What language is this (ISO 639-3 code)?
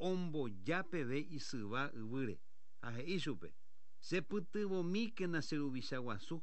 grn